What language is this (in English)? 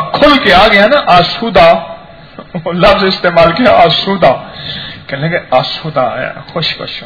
Urdu